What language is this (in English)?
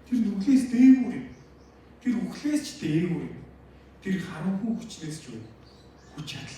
Mongolian